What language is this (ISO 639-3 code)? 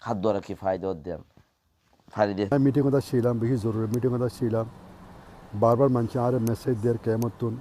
rhg